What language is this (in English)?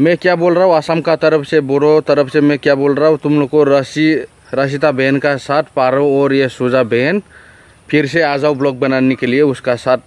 Bodo